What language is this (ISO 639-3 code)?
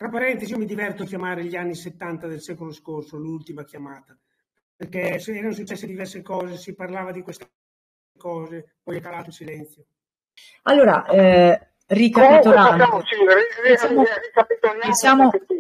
ita